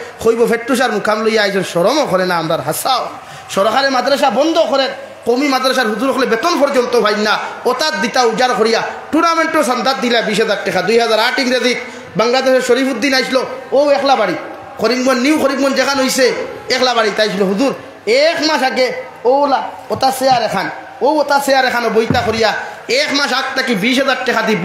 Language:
Sylheti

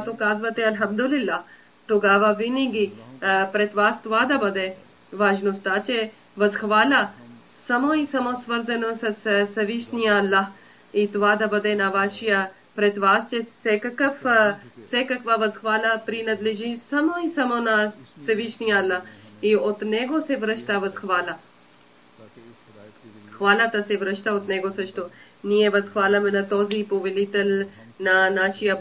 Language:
Bulgarian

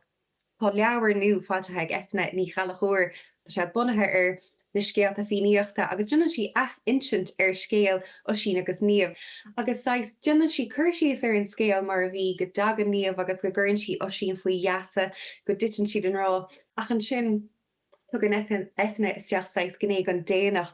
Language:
Irish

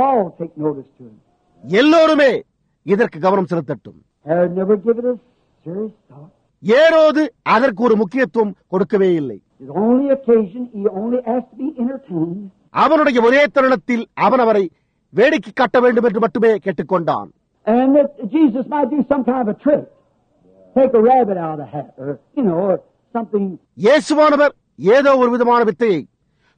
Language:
Tamil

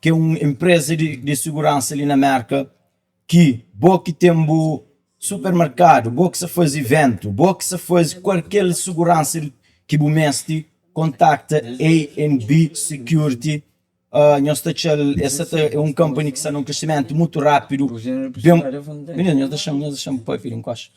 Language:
Kabuverdianu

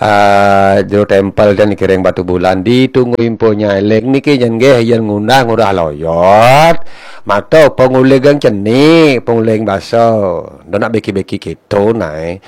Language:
Balinese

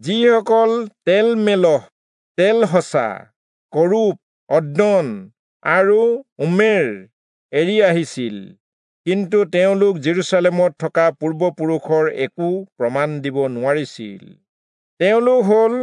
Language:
Assamese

